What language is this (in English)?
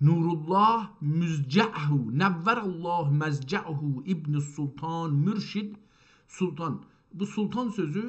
South Azerbaijani